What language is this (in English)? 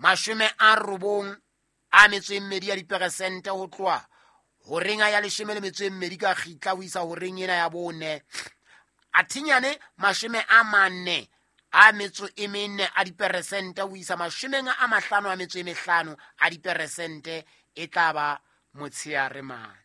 Southern Sotho